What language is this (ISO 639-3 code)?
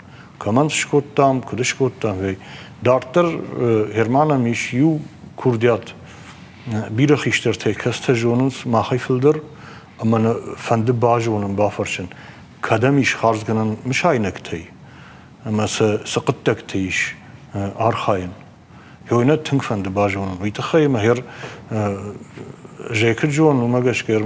oss